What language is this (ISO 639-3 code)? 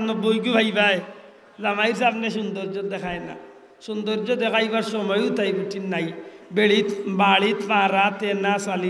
syl